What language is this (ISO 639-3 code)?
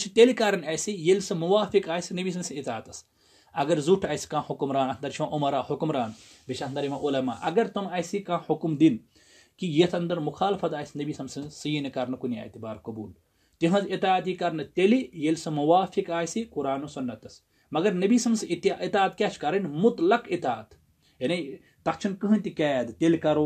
kas